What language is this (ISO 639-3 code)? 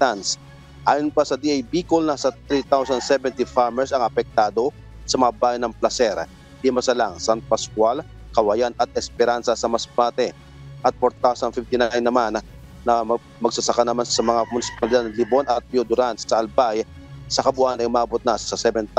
fil